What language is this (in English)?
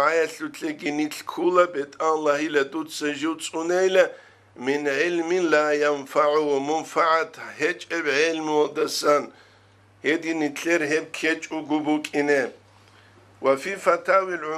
Avaric